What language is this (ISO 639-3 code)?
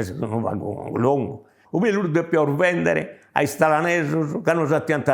srd